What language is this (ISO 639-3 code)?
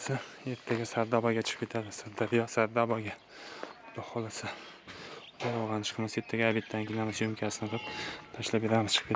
uzb